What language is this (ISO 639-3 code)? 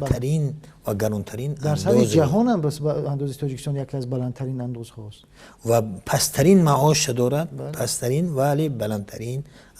tgk